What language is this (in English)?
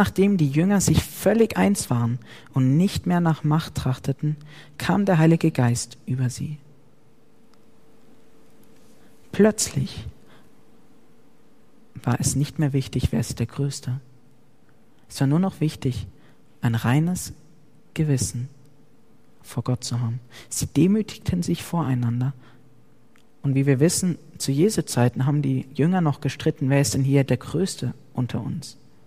German